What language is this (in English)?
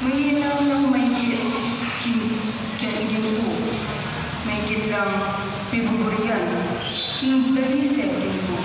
Pampanga